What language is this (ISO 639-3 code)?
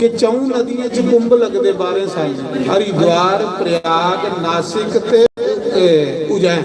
doi